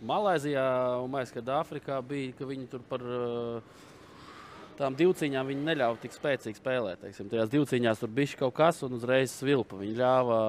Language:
Latvian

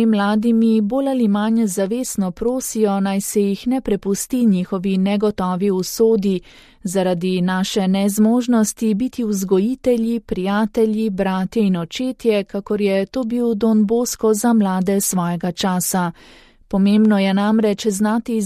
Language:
Slovenian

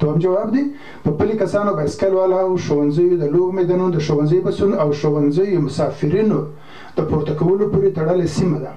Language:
Pashto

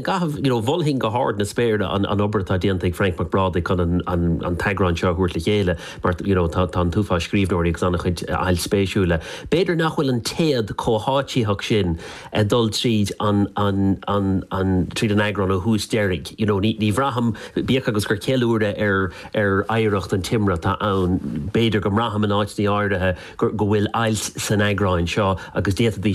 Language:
Irish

